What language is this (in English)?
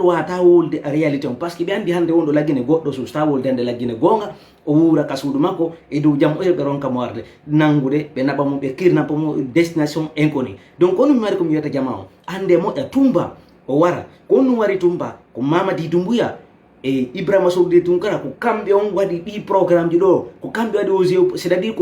Fula